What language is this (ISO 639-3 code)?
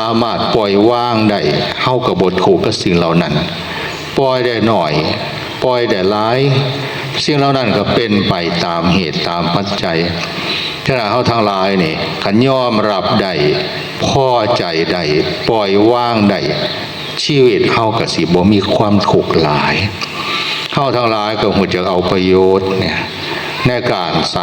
tts